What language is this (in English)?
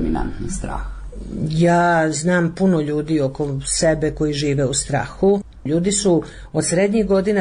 Croatian